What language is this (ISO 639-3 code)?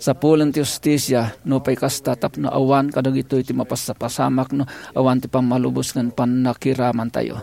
ilo